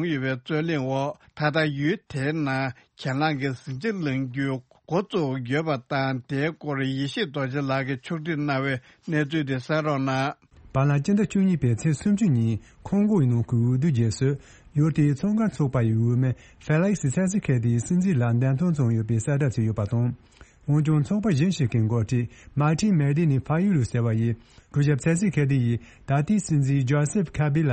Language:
Tibetan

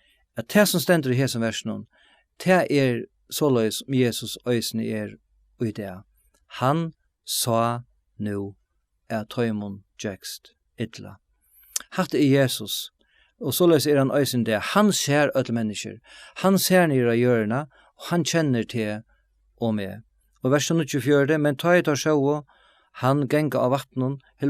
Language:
Faroese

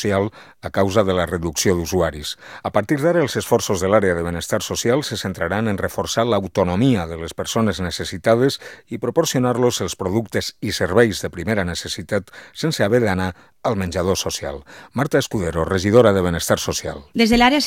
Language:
Catalan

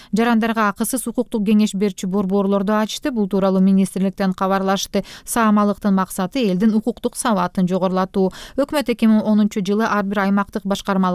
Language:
Kyrgyz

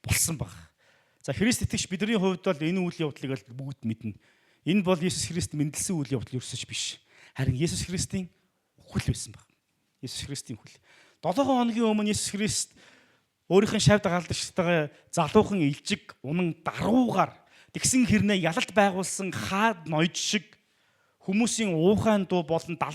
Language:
Mongolian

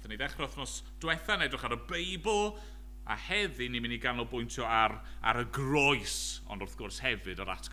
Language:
Welsh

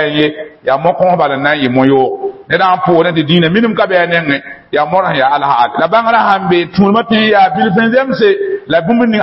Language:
Mossi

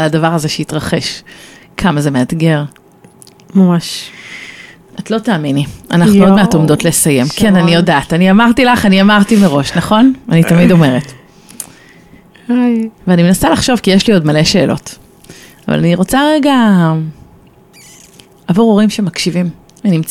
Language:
Hebrew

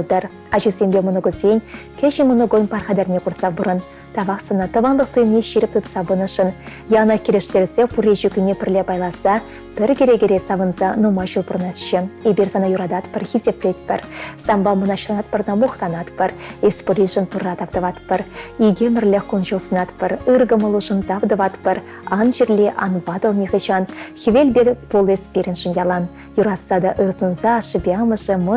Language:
Chuvash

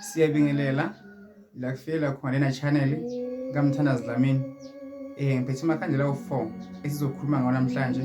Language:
Zulu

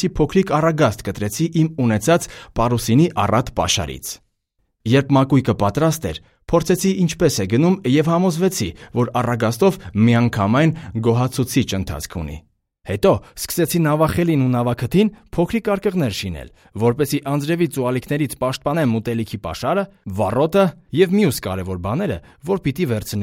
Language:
Armenian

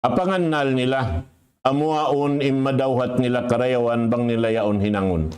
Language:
Tausug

